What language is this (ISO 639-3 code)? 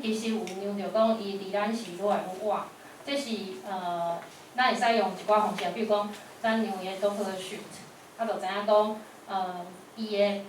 nan